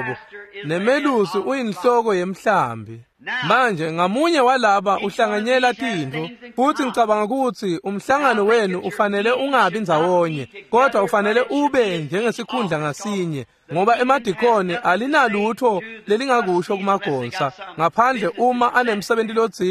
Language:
Swati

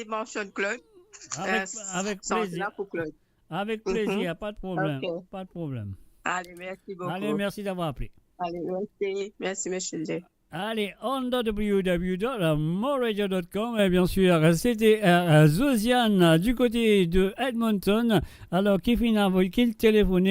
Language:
Morisyen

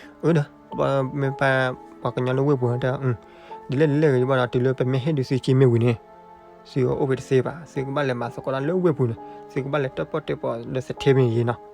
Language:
S'gaw Karen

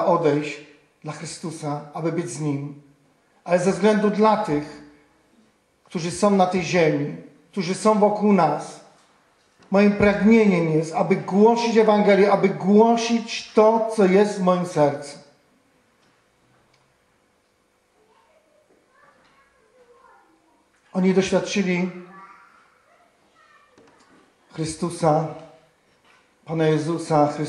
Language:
Polish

